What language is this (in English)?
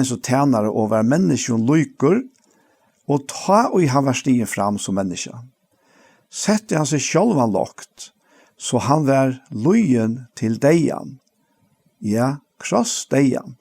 Faroese